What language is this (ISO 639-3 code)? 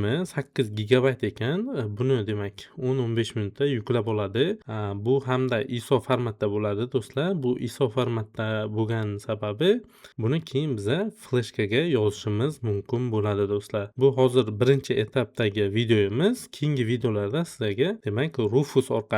uzb